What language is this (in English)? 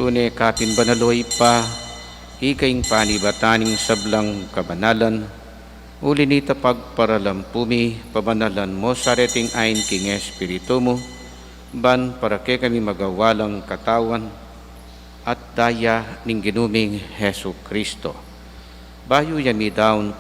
Pampanga